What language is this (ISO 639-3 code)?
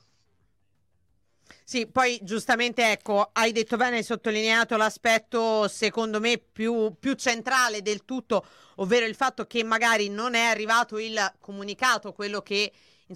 ita